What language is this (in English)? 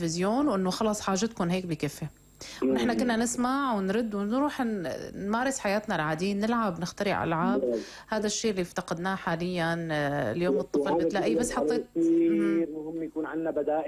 North Levantine Arabic